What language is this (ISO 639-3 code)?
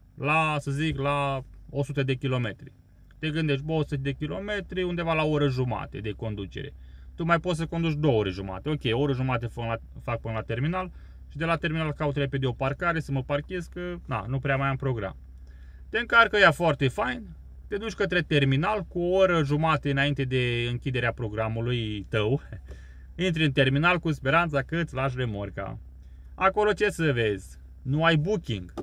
ron